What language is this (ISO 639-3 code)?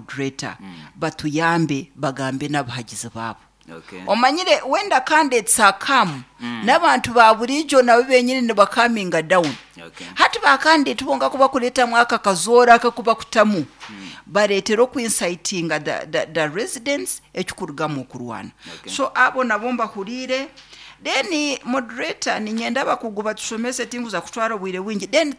nyn